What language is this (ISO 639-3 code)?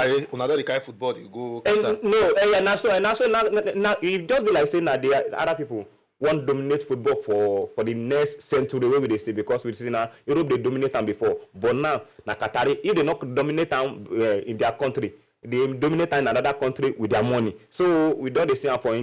pcm